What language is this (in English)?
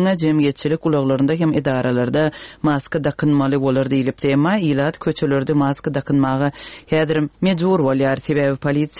Turkmen